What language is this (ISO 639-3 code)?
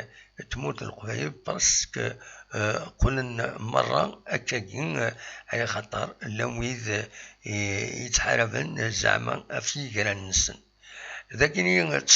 kab